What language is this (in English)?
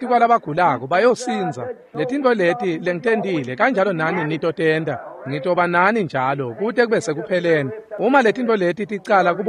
Swati